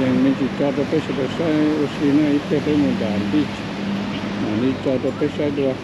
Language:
Hmong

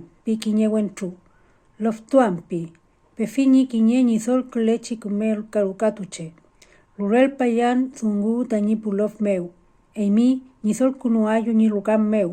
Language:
Mapuche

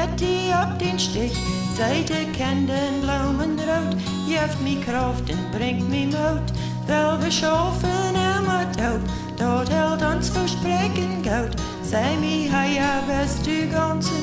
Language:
Plautdietsch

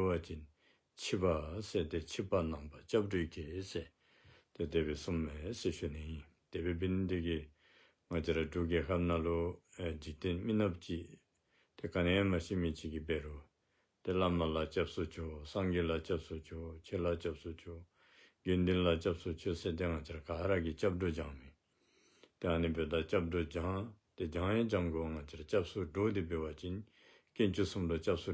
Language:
Dzongkha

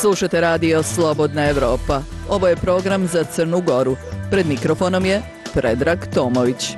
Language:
Serbian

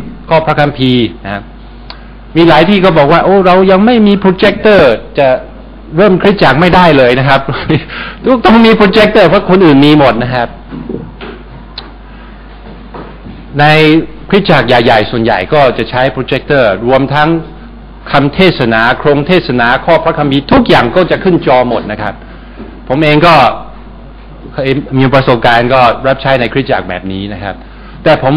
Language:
Thai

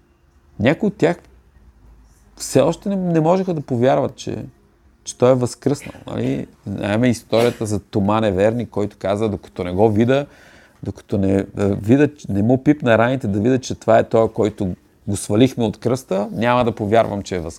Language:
Bulgarian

